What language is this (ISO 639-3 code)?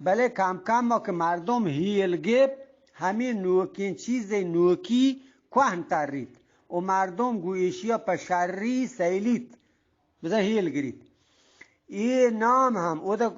bgp